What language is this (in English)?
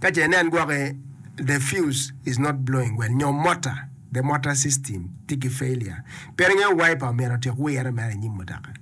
Acoli